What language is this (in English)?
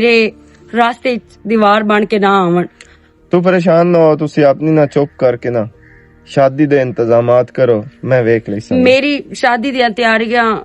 Western Panjabi